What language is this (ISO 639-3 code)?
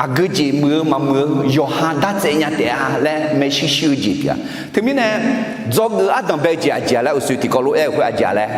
ahk